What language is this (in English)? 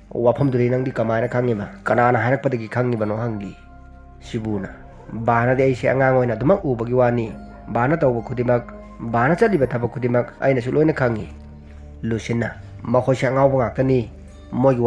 Manipuri